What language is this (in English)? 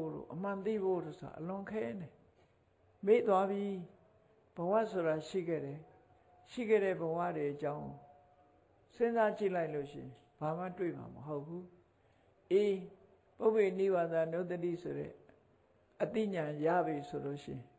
Burmese